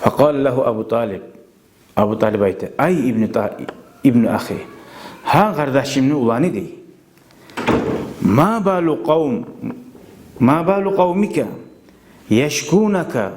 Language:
Kumyk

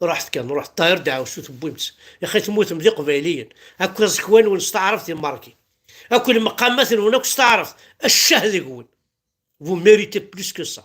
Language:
Kabyle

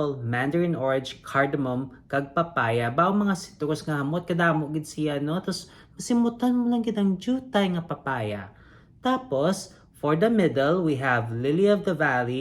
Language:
Hiligaynon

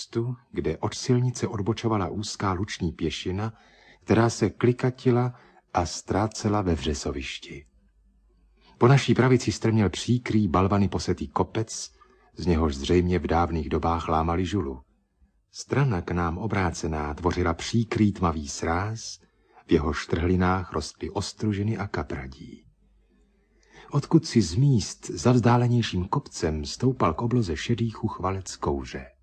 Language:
Czech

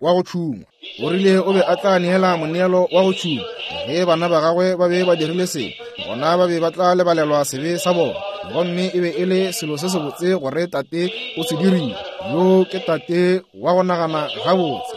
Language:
Northern Sotho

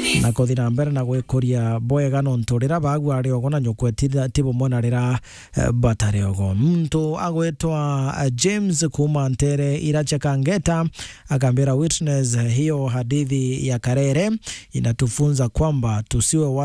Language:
Meru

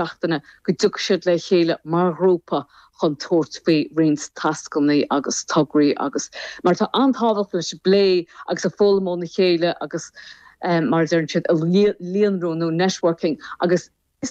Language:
Irish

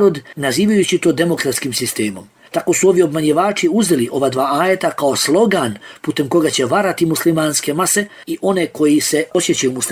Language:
Bosnian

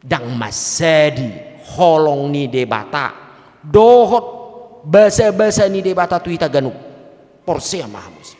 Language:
Batak Toba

